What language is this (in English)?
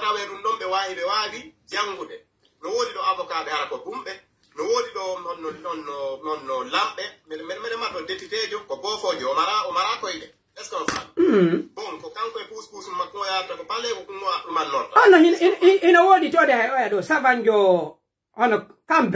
Pular